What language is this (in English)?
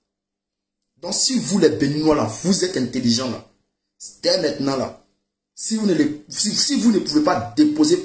French